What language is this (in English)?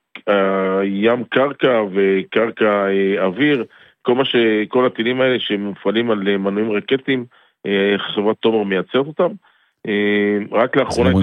Hebrew